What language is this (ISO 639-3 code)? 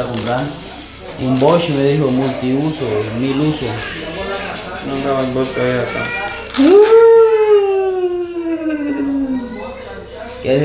spa